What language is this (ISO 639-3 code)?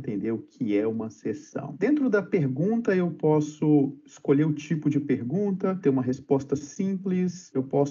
por